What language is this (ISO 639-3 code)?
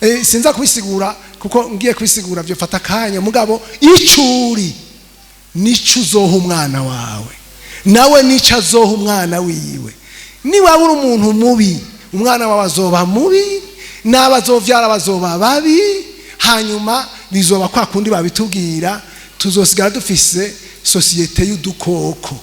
run